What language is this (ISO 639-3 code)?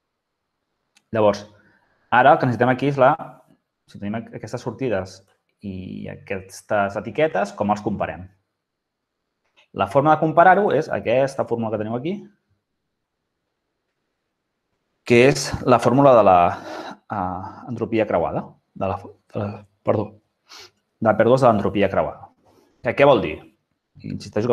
cat